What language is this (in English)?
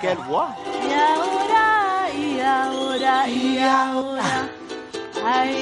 Tahitian